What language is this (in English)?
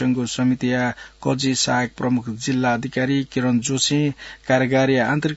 Newari